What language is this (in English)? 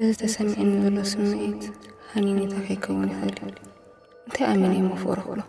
Tigrinya